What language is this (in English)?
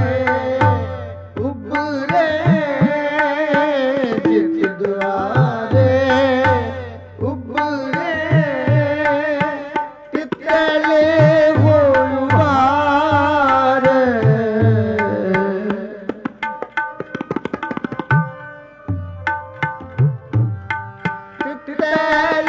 Punjabi